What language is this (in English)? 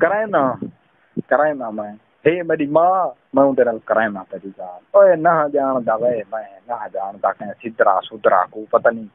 Saraiki